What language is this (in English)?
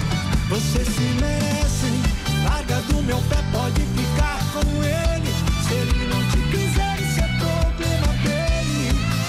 Portuguese